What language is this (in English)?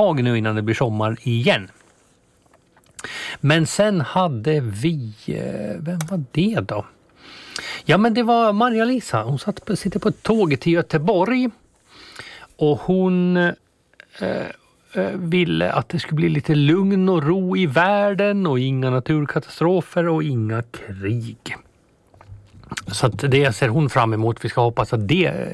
Swedish